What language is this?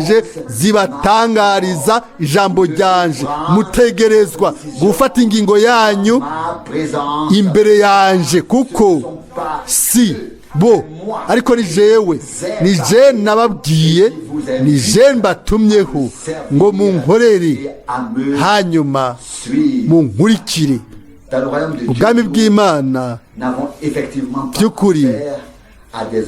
Rundi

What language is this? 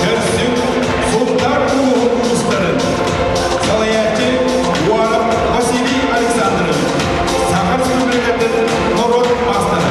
Yakut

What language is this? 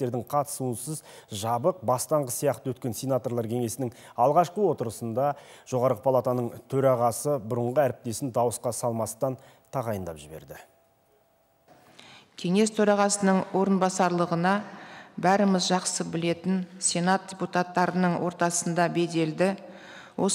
Kazakh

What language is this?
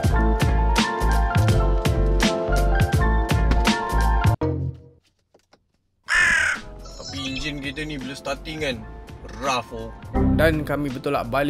Malay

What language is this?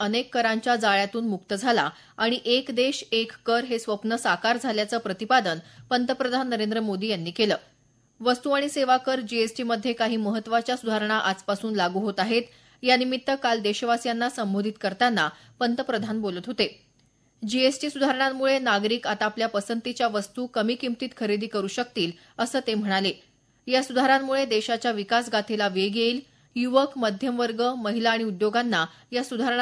Marathi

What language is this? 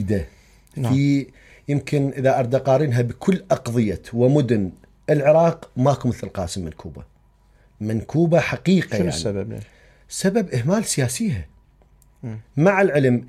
Mesopotamian Arabic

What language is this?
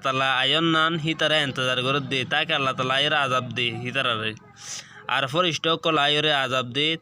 Rohingya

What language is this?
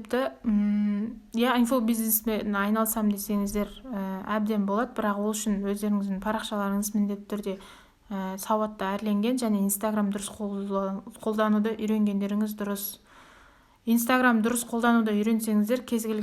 Kazakh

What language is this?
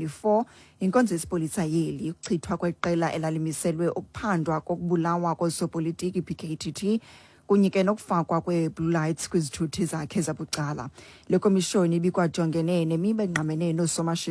Xhosa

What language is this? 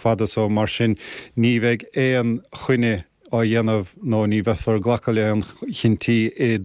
Irish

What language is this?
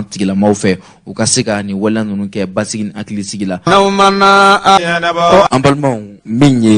Bambara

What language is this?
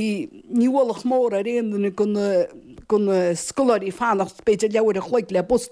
Irish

